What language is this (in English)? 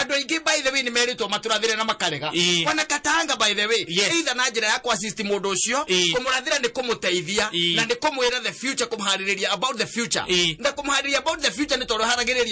Kikuyu